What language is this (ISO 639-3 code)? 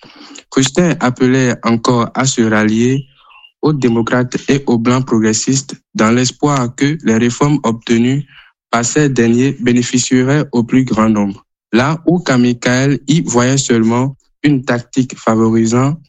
fra